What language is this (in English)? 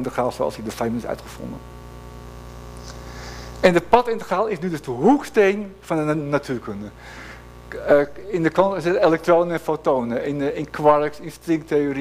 Dutch